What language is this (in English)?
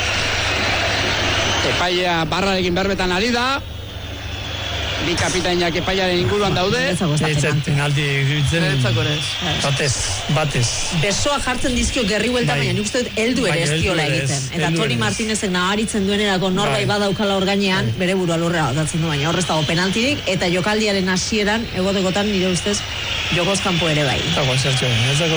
Basque